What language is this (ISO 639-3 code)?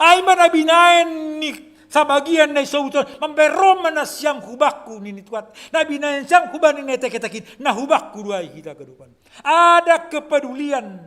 bts